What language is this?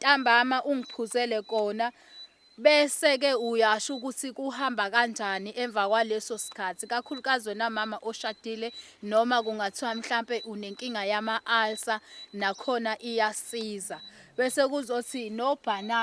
Zulu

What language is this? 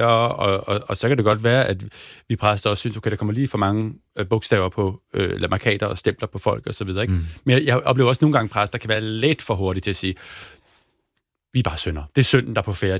Danish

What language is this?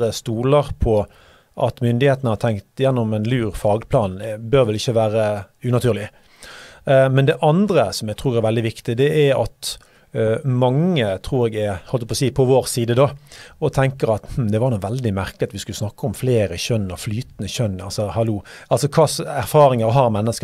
Norwegian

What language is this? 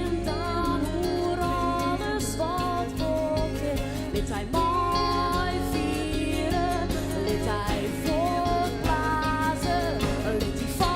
Western Frisian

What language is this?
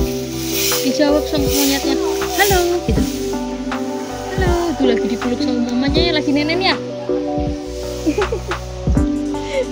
Indonesian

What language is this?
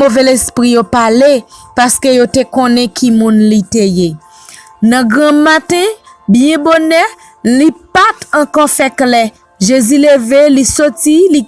Haitian Creole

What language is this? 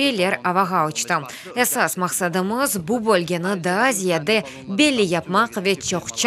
Crimean Tatar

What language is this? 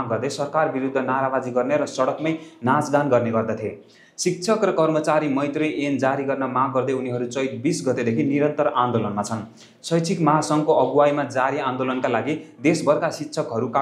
Nepali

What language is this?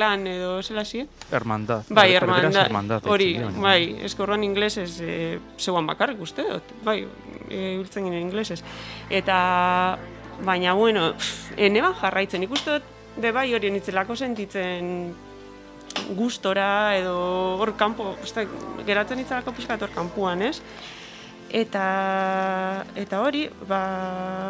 Basque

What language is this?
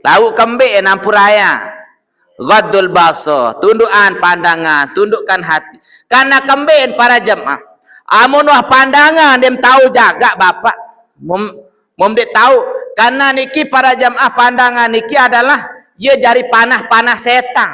Sasak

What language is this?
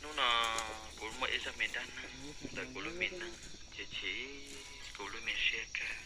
Hmong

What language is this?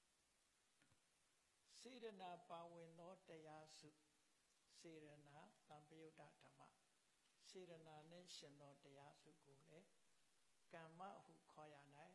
Burmese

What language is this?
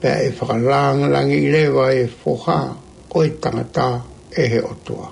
Tongan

